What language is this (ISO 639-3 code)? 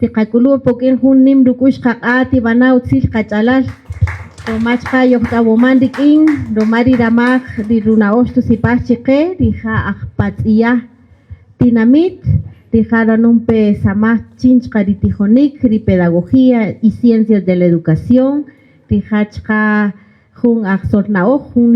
cak